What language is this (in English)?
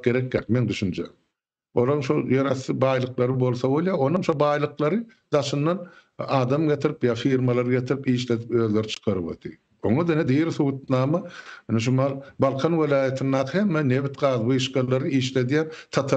Turkmen